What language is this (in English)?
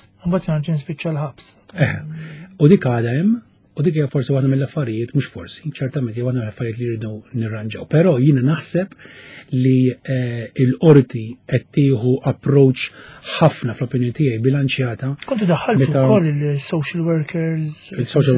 Maltese